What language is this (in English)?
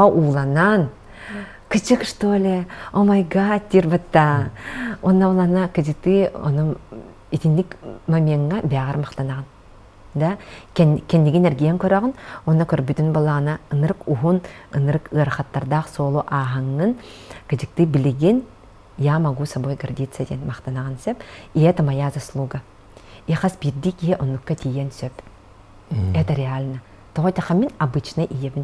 Yakut